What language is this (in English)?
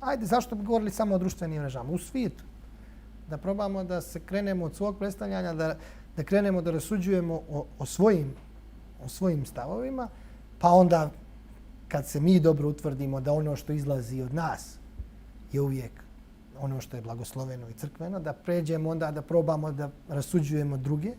Bosnian